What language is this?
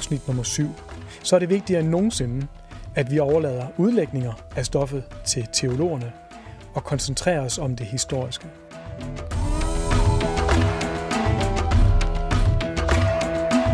Danish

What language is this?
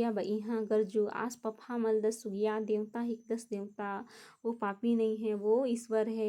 Kurukh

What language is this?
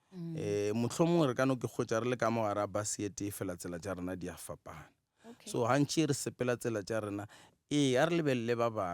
Northern Sotho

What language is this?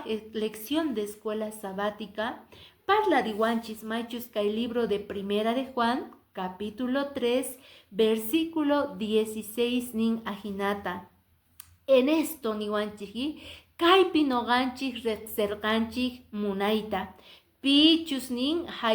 Quechua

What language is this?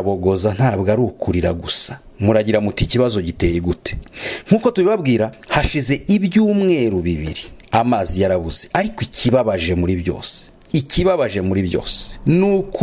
Kinyarwanda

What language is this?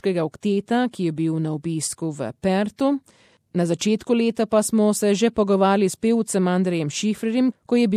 Slovenian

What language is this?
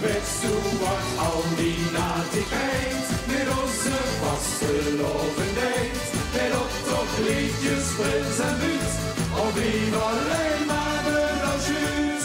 Limburgish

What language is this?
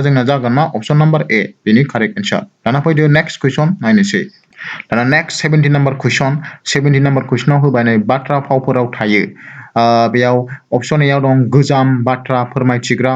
Bodo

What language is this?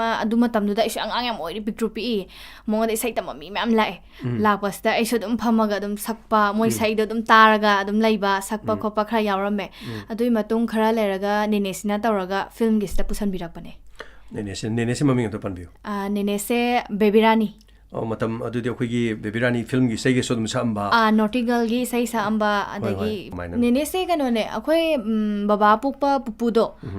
Manipuri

